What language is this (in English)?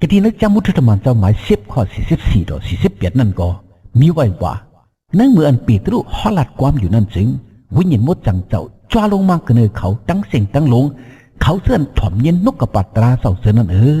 Shan